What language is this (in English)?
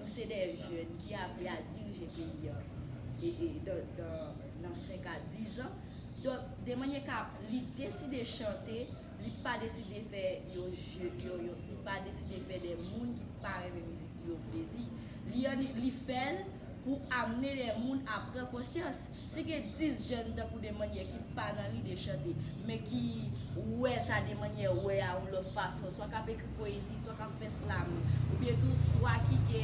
Haitian Creole